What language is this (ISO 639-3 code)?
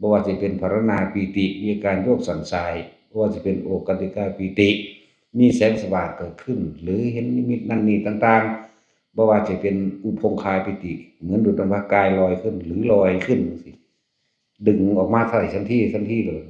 tts